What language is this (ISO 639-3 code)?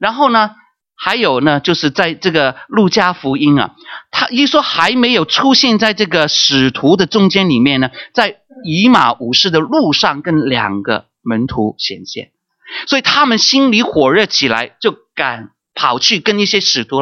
zho